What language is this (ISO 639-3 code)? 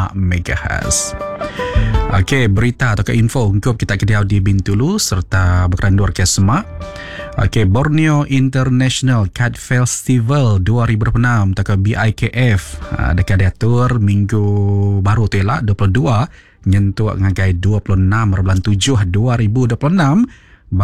iba